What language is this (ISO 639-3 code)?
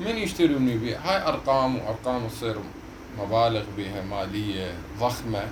acm